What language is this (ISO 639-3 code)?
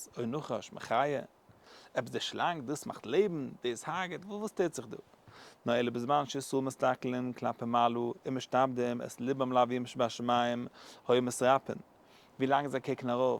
yid